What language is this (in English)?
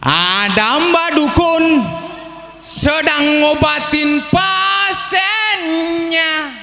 Madurese